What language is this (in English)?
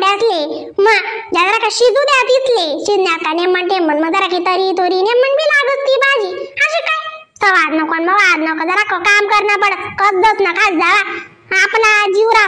Khandesi